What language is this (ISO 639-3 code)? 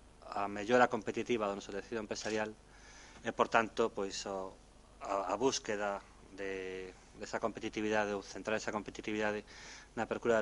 glg